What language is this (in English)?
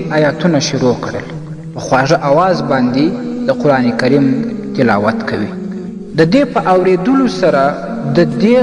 Pashto